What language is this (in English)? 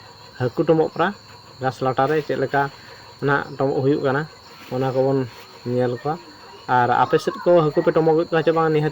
Santali